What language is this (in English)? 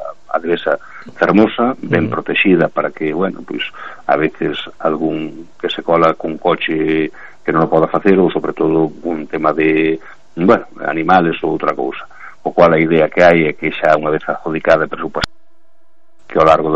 Galician